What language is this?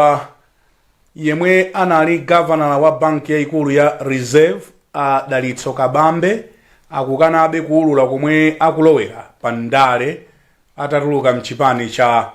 Nyanja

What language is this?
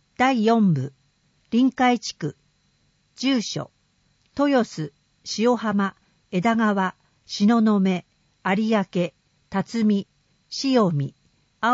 Japanese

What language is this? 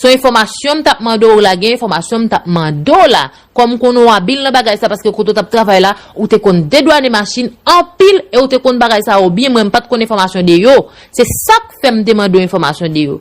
Haitian Creole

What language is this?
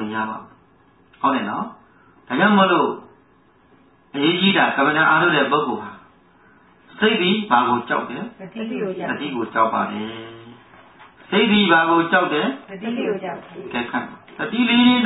Burmese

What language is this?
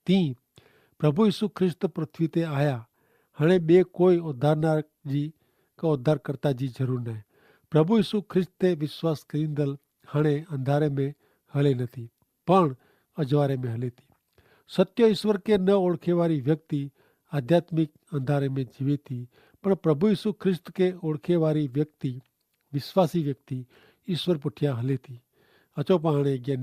Kachhi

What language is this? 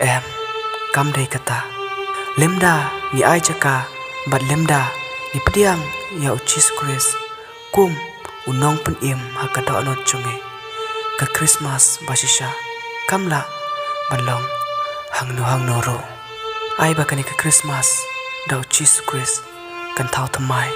Khasi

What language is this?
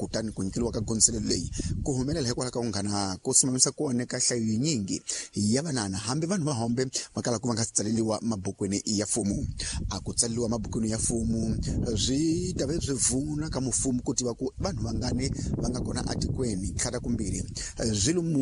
Tsonga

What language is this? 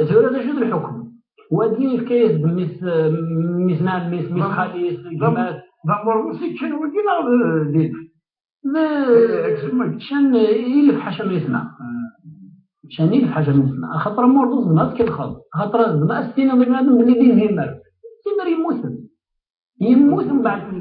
Kabyle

